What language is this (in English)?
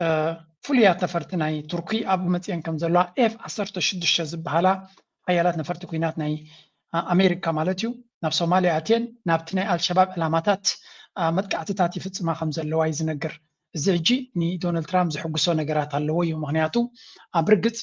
Tigrinya